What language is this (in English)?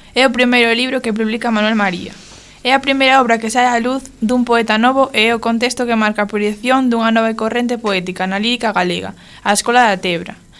Galician